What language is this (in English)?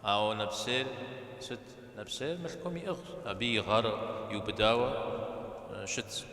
Kabardian